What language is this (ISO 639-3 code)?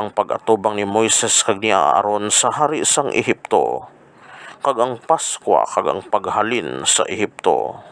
hil